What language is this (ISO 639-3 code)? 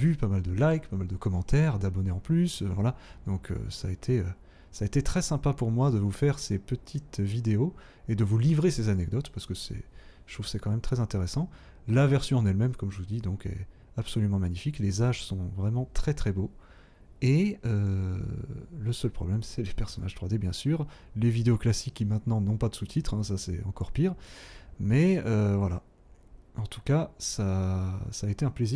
fra